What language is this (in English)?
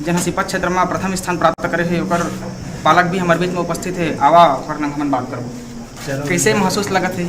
Chhattisgarhi